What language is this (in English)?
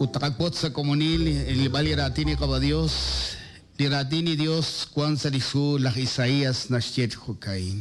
Kekchí